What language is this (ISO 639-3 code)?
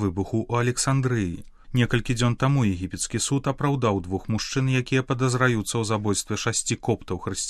bel